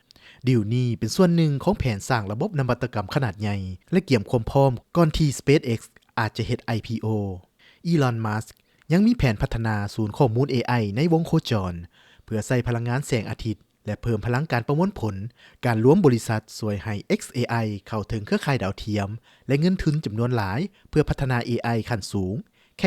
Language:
Lao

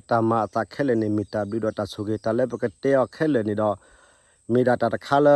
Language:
S'gaw Karen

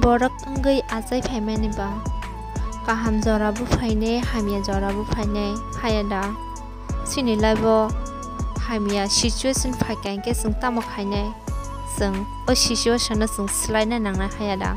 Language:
Kok Borok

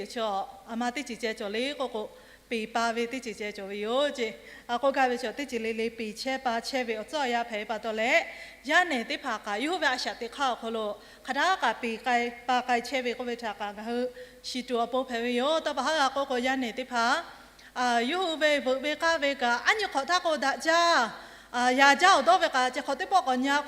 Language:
Lahu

